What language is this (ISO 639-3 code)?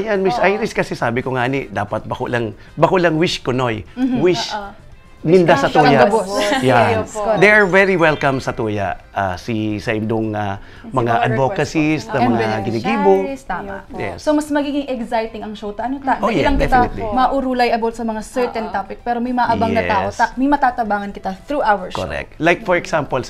bik